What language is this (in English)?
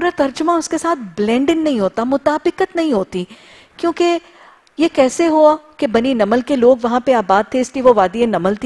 Urdu